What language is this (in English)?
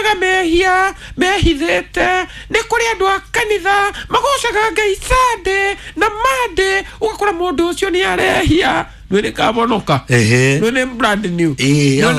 Kikuyu